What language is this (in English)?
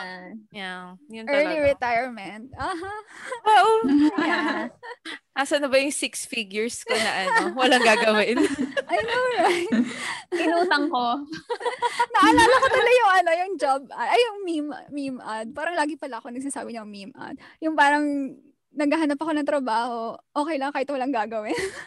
Filipino